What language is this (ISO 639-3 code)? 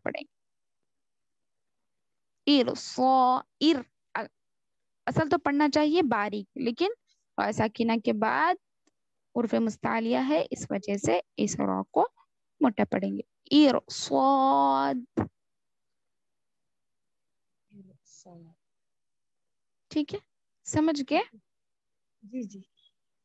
urd